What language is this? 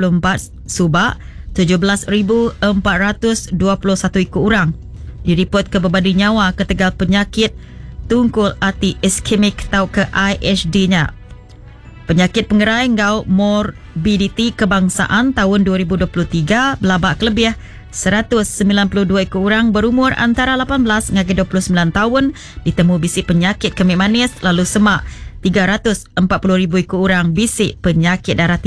Iban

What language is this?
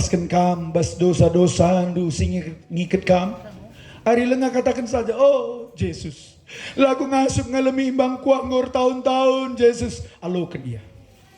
Batak Karo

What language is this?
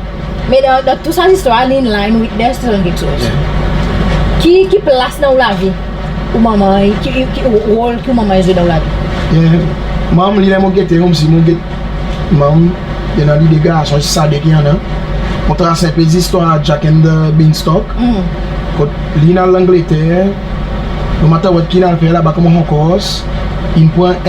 Seselwa Creole French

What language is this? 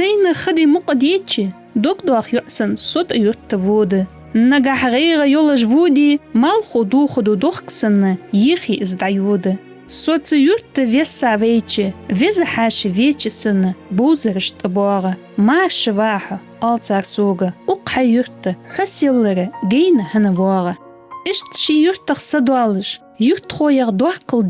Ingush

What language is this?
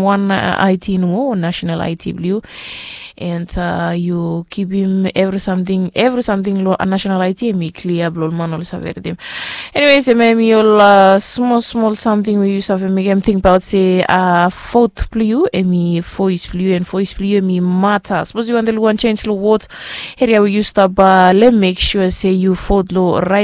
Bislama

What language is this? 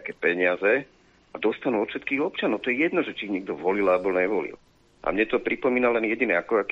Slovak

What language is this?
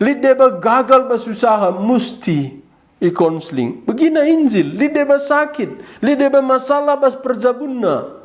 Batak Karo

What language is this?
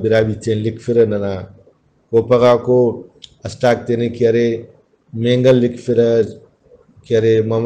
Brahui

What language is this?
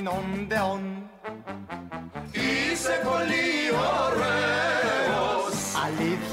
Greek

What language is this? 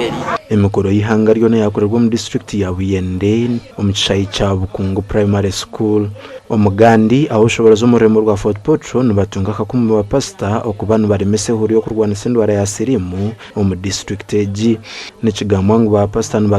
Nyankole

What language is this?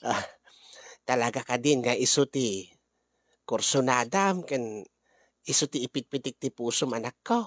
Iloko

